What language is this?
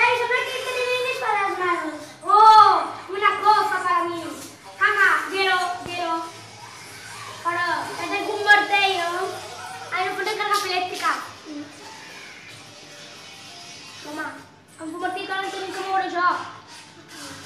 Catalan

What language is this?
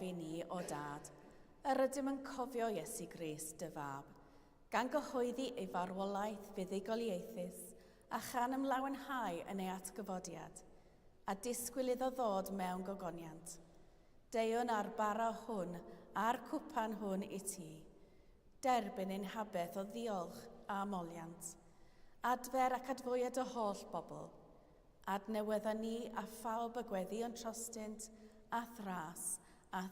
Welsh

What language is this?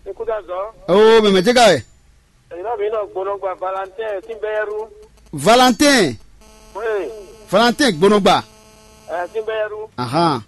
Fon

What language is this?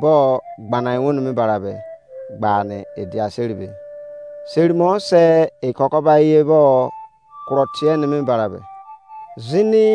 Izon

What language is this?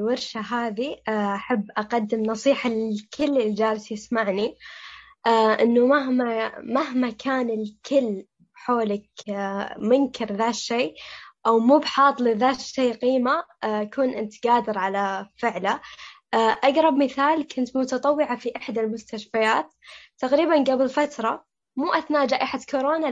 Najdi Arabic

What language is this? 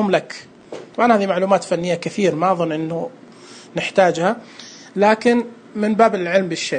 Najdi Arabic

